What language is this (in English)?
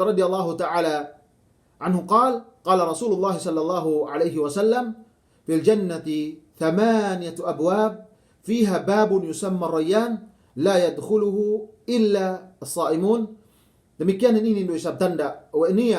Yakan